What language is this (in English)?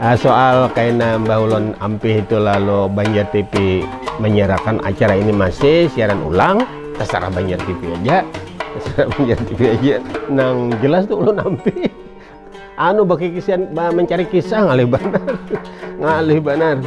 Banjar